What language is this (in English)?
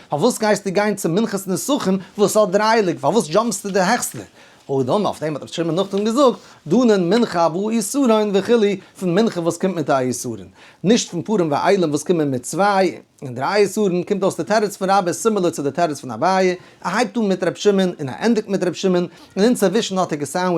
Yiddish